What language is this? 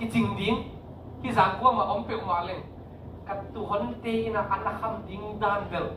Tedim Chin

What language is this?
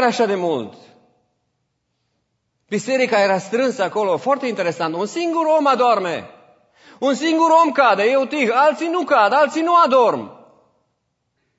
Romanian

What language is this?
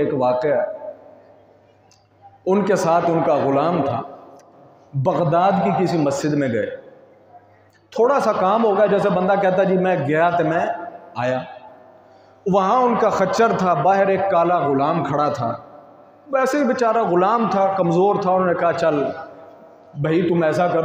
Urdu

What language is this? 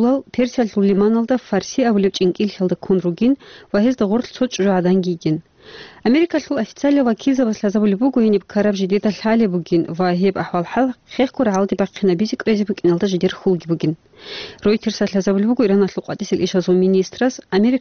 Avaric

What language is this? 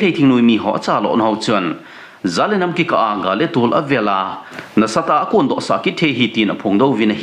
Thado Chin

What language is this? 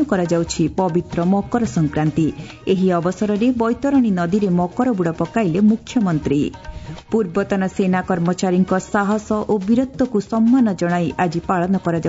Odia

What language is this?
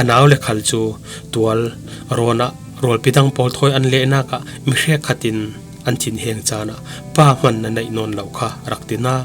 Falam Chin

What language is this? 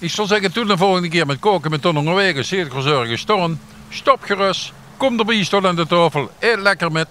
Limburgish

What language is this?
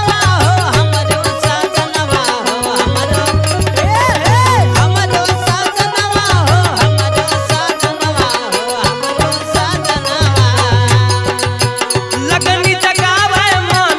Bhojpuri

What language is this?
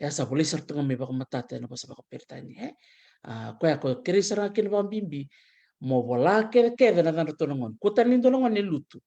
Fijian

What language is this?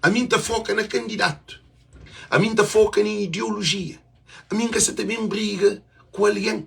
Kabuverdianu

